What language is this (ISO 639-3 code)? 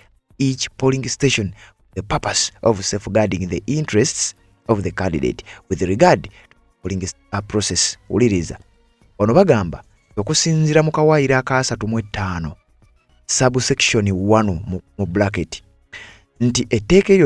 lug